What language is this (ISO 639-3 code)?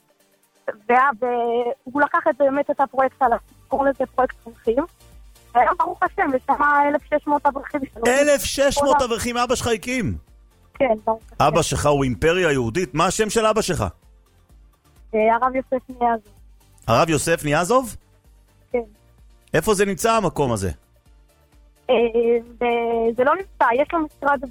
heb